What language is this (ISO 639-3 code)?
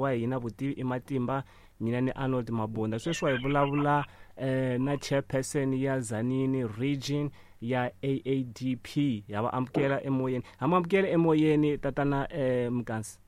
tso